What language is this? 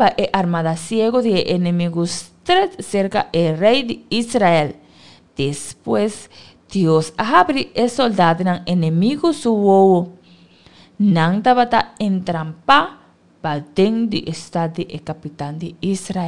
Papiamento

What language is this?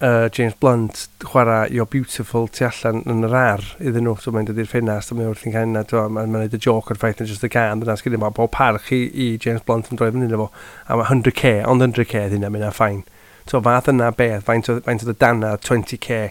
Welsh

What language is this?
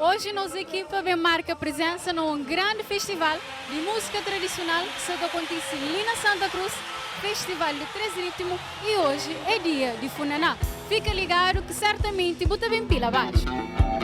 Kabuverdianu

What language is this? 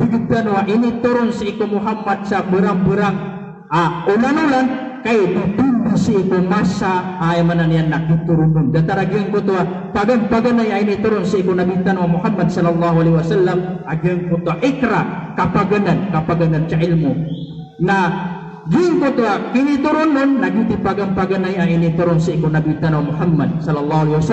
Maranao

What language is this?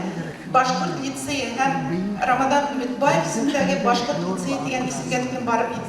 Bashkir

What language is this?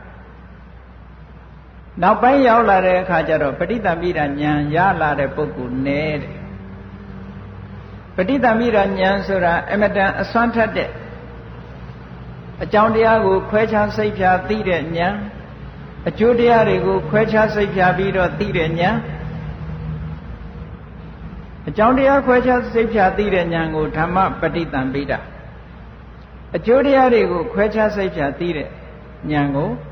Burmese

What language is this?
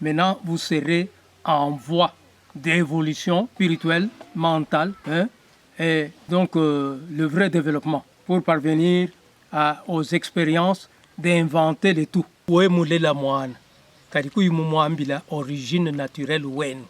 Luba-Lulua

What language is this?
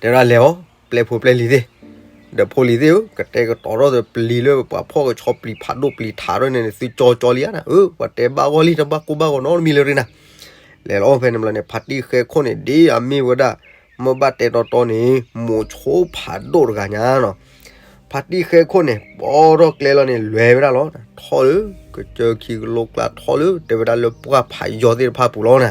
S'gaw Karen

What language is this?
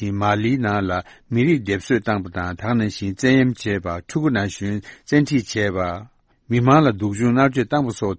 Tibetan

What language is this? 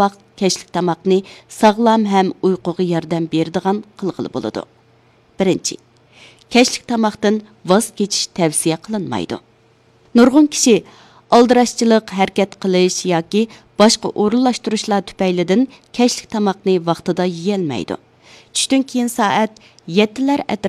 Uyghur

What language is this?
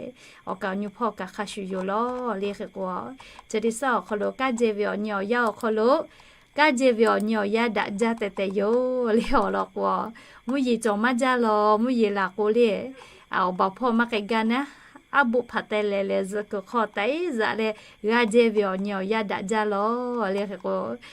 Lahu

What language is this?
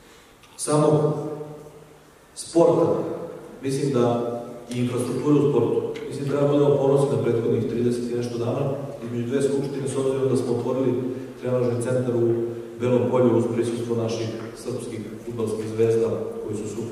Serbian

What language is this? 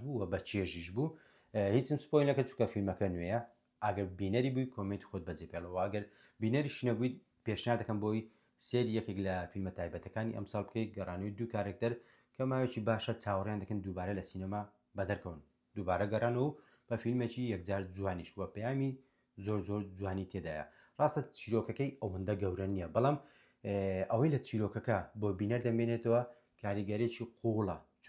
Central Kurdish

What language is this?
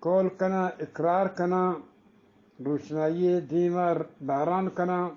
Eastern Balochi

